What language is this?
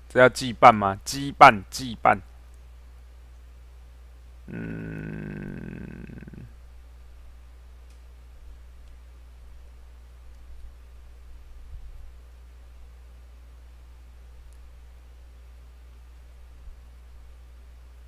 Chinese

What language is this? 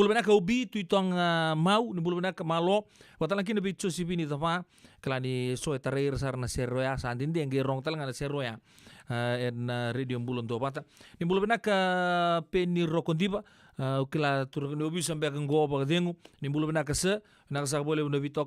Fijian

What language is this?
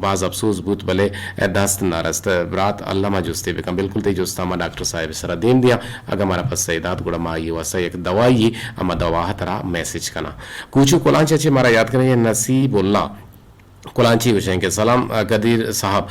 Eastern Balochi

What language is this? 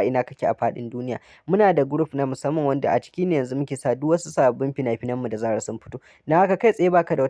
Hausa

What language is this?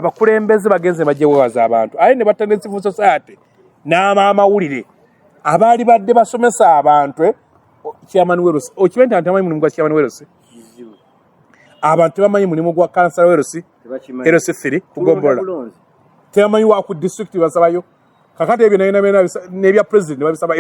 Ganda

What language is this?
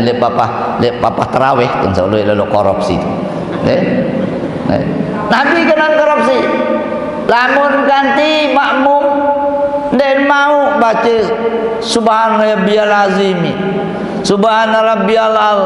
Sasak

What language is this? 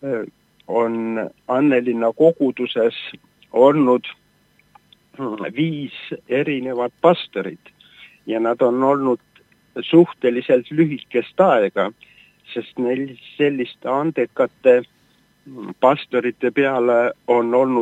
Estonian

